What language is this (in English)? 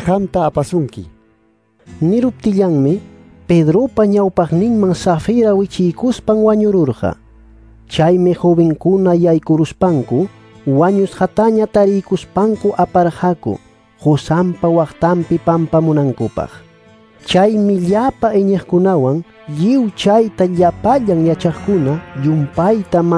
Ayacucho Quechua